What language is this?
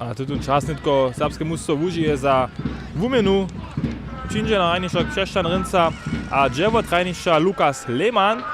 Upper Sorbian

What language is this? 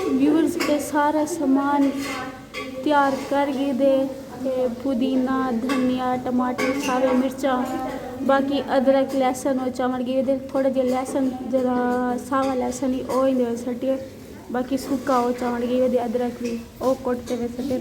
Saraiki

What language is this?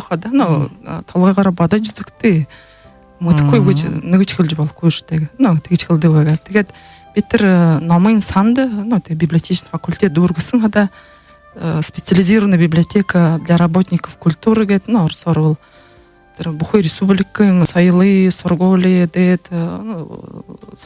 Buriat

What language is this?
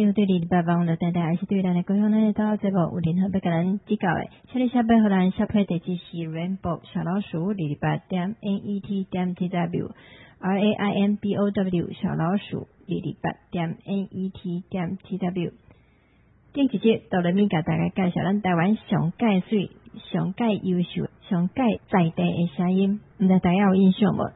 Min Nan Chinese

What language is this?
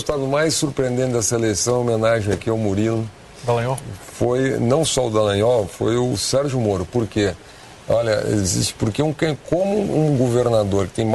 Portuguese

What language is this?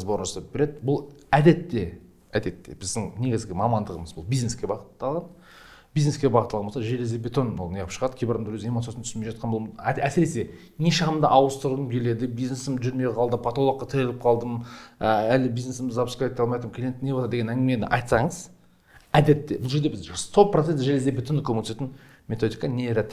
Kazakh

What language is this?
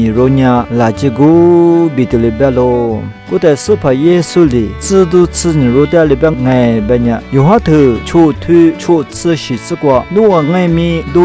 Lisu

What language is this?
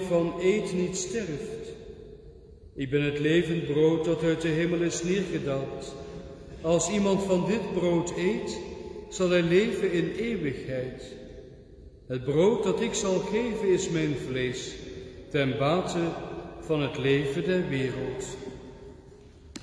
Dutch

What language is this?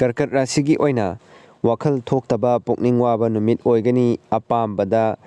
Manipuri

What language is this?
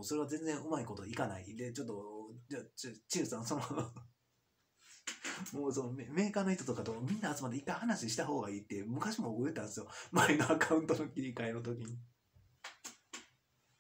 Japanese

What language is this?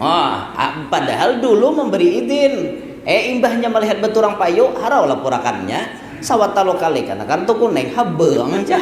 Banjar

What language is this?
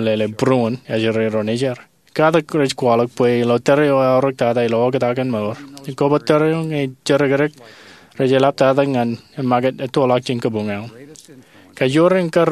Marshallese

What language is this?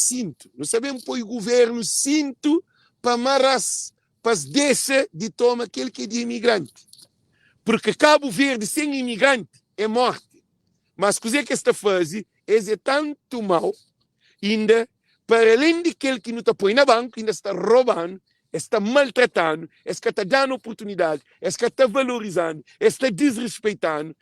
Kabuverdianu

